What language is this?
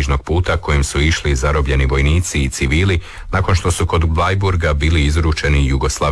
Croatian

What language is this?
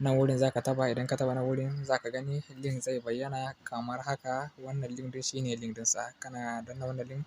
Hausa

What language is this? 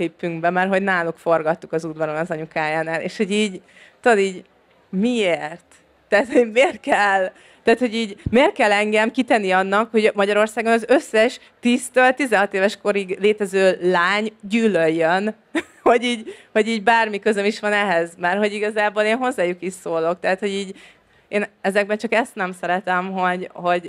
Hungarian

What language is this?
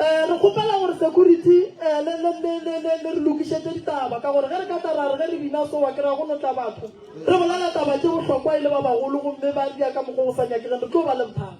Northern Sotho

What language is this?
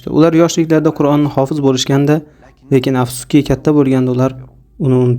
Uzbek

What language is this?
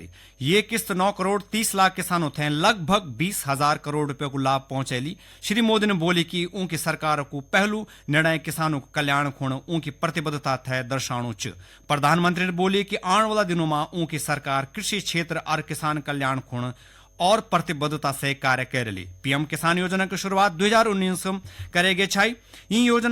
Garhwali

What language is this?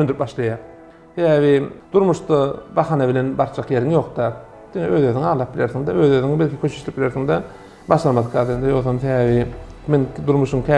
Turkmen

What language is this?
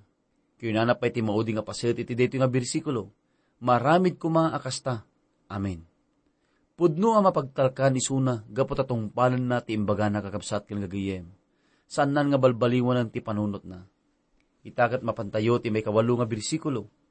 Iloko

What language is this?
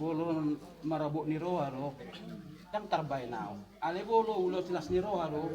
Batak Toba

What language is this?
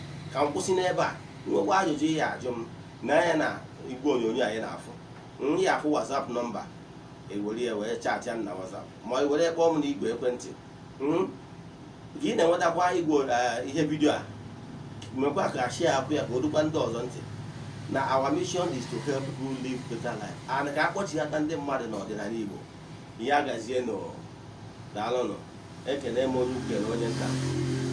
Igbo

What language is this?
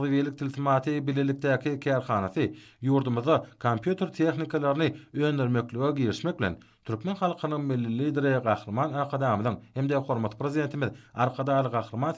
Turkmen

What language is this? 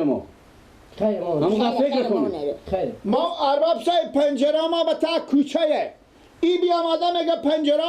Persian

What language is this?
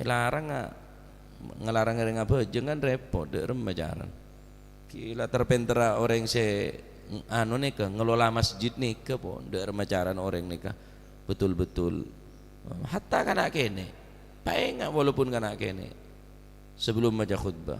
Madurese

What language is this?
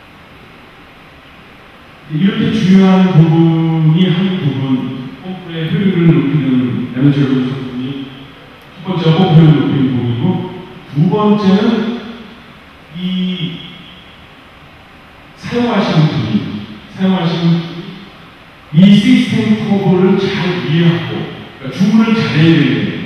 Korean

